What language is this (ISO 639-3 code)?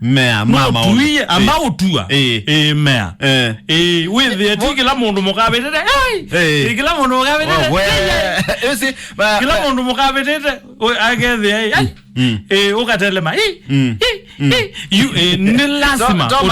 kam